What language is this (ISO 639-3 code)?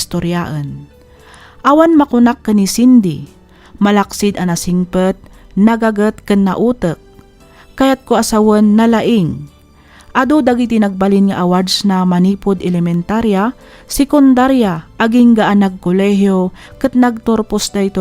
ilo